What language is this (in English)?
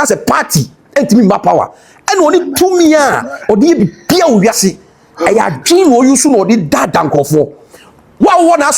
Akan